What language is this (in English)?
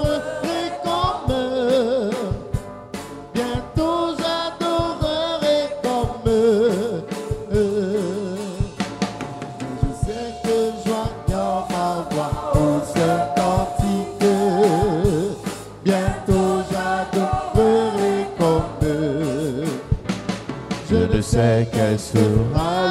French